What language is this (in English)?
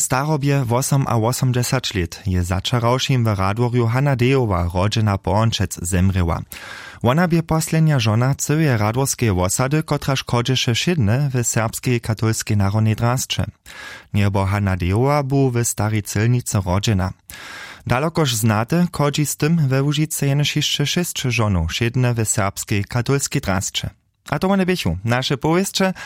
Upper Sorbian